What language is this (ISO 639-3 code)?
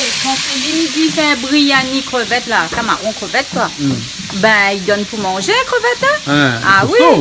rcf